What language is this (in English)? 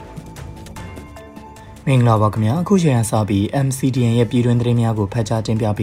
Burmese